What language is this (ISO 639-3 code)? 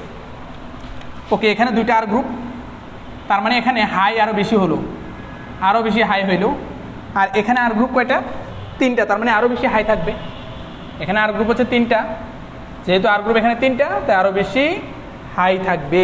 ben